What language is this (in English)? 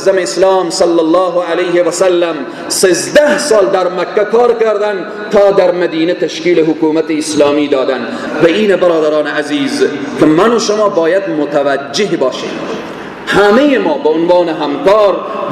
Persian